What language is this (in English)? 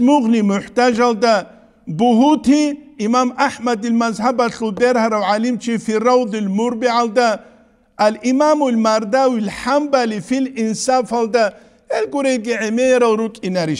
Avaric